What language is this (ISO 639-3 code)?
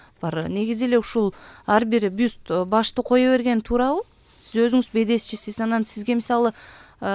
kir